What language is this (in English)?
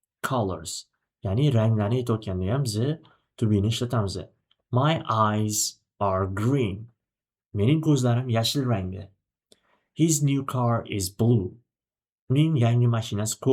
Uzbek